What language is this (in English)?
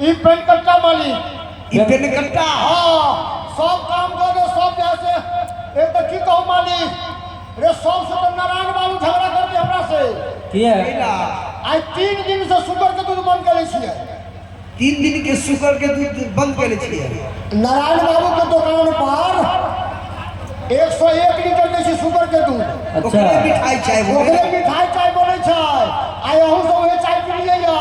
Maithili